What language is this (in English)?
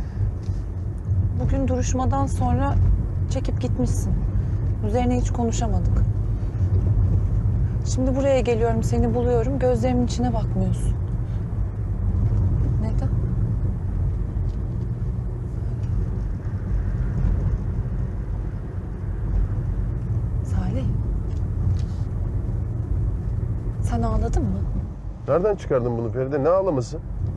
Turkish